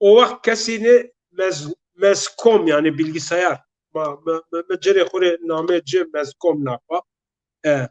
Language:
Zaza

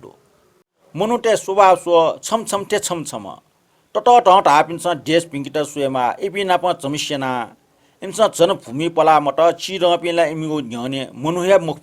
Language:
Newari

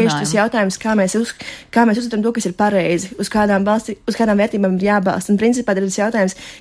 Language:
Latvian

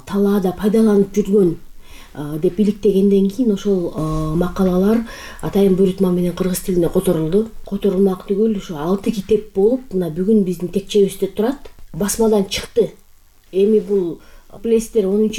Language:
Kyrgyz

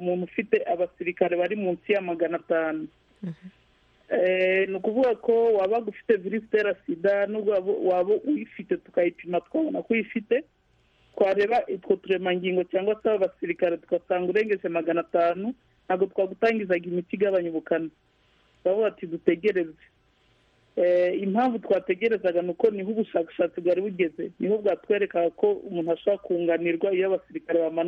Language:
Kinyarwanda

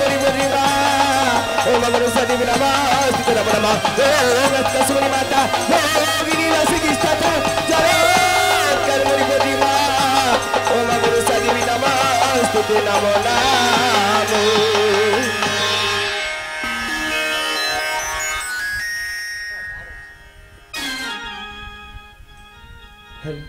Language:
Bangla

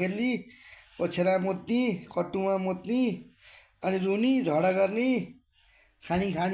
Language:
Nepali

